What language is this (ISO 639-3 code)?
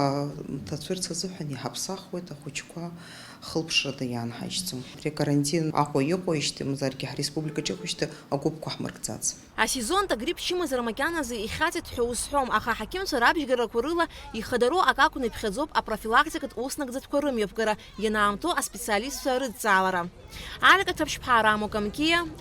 abk